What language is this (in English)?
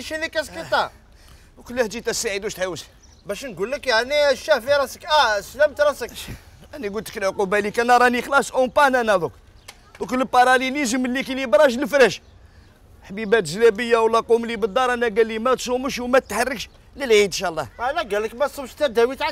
Algerian Arabic